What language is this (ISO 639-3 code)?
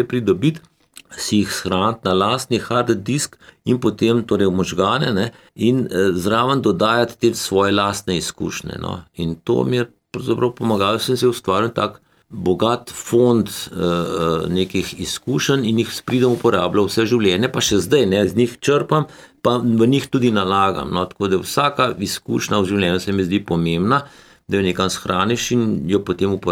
slv